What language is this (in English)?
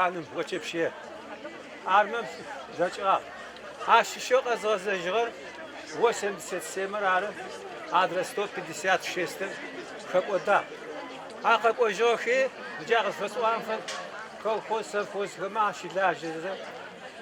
Adyghe